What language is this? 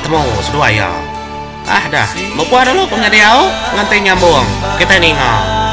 Iban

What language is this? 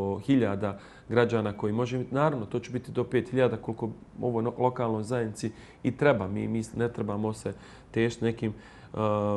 Bosnian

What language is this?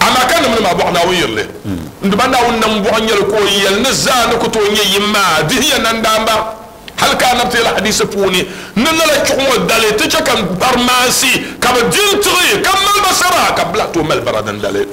Dagbani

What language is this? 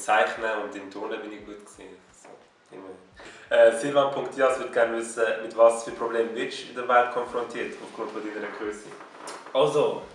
Swiss German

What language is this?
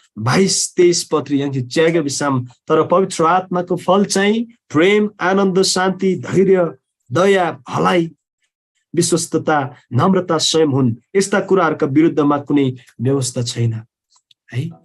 Eastern Tamang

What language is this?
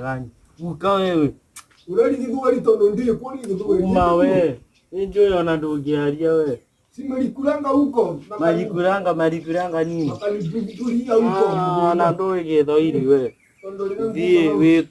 Kikuyu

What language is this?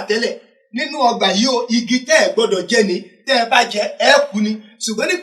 Yoruba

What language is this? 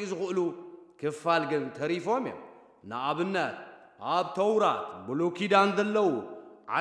Tigrinya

